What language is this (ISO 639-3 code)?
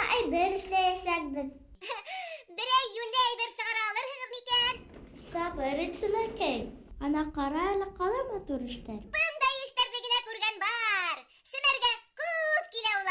bak